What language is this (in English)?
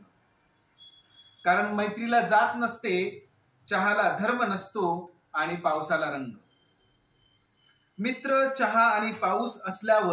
Marathi